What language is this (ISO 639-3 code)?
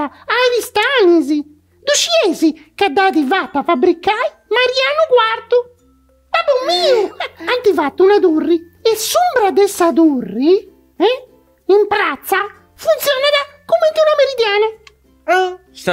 srd